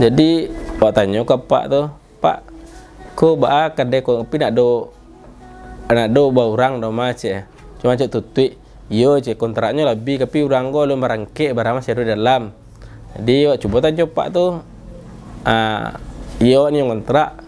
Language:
Minangkabau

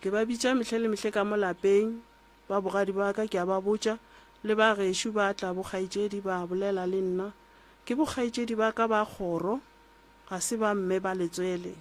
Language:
Northern Sotho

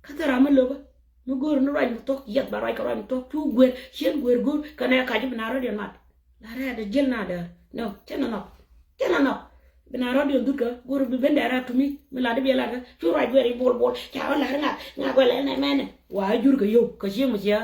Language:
Nuer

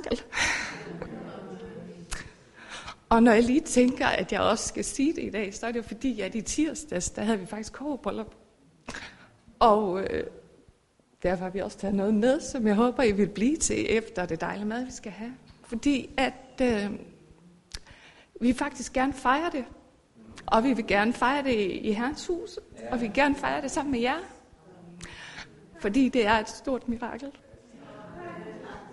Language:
Danish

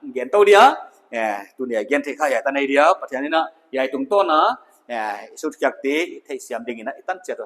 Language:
Paite Chin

